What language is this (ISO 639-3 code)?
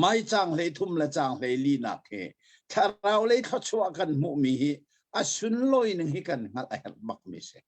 cnh